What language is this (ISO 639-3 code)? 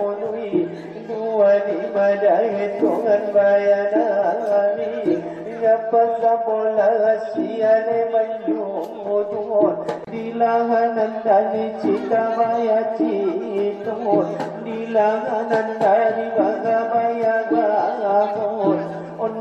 akb